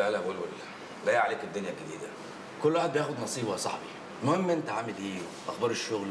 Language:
Egyptian Arabic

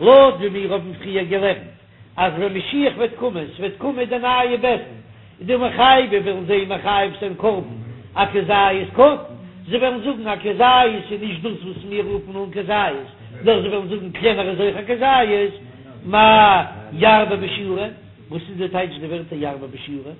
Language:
Yiddish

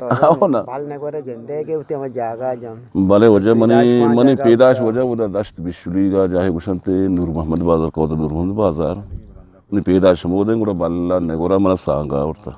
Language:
Eastern Balochi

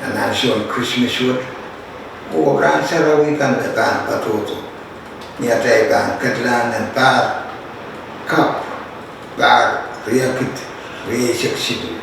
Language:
Pohnpeian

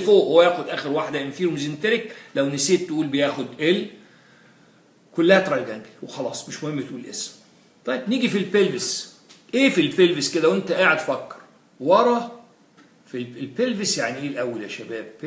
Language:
Egyptian Arabic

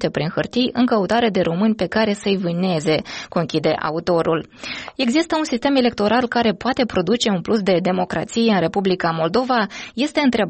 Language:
Romanian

